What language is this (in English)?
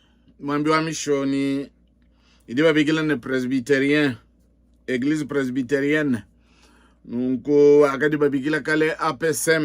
Luba-Lulua